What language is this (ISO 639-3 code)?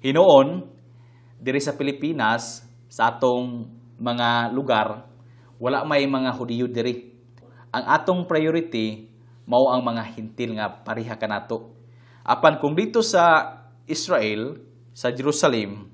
ceb